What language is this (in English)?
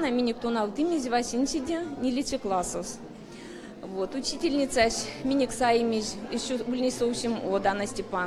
Erzya